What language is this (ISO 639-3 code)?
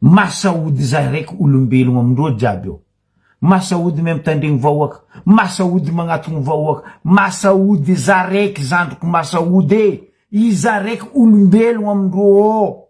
mlg